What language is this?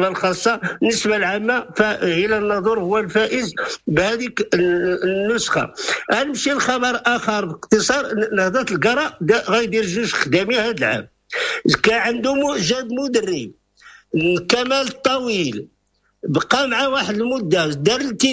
Moroccan Arabic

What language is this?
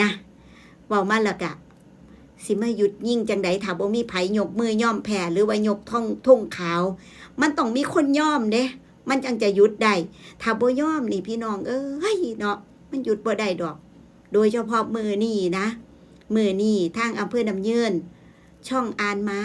Northeastern Thai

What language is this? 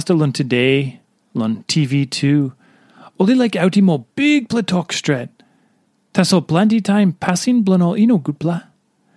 Tok Pisin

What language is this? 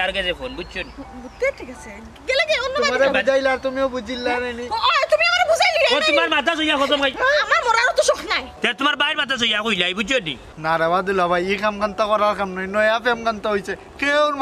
Sylheti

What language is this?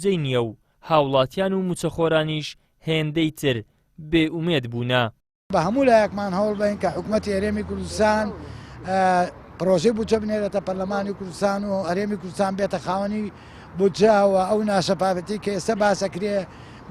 Central Kurdish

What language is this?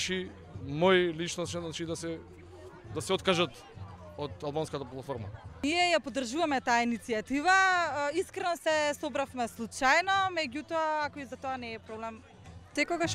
Macedonian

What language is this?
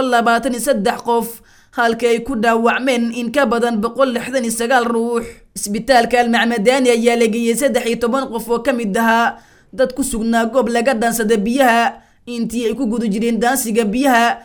Somali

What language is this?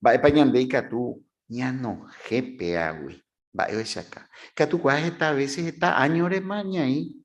Guarani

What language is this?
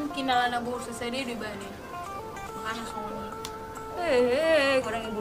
Batak Toba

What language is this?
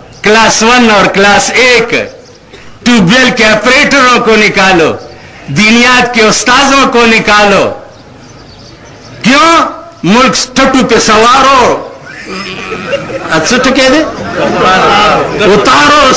Urdu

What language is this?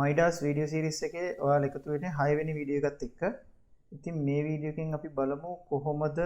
Sinhala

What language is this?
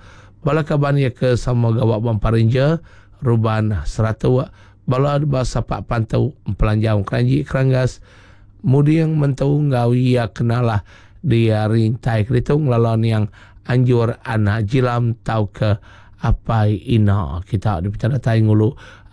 Iban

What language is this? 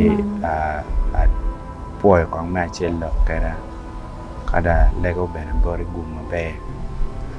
Acoli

